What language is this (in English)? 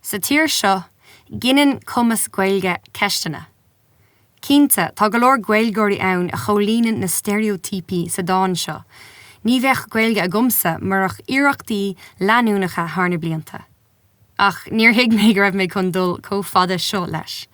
Irish